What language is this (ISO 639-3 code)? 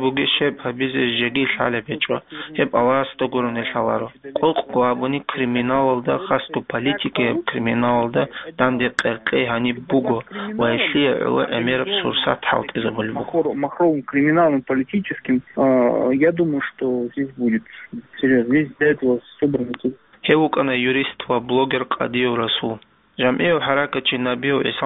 ava